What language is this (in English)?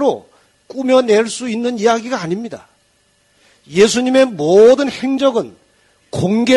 Korean